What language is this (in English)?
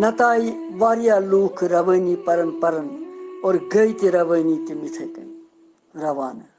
Kashmiri